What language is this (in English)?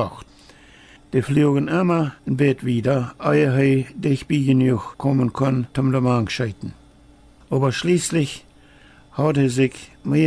Plautdietsch